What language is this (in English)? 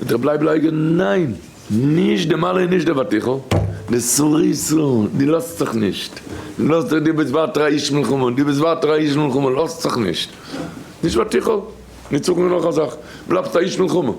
Yiddish